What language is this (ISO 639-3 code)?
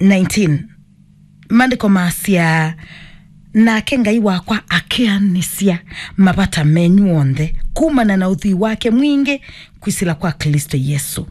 kam